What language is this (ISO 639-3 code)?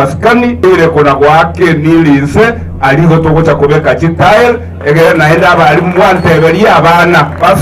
guz